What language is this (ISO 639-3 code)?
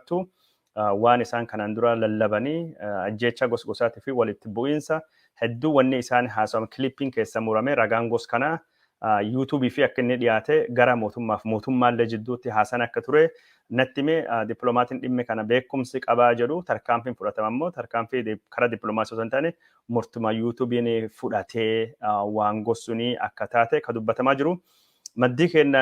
orm